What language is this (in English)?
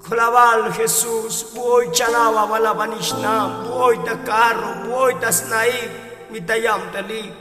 Tzotzil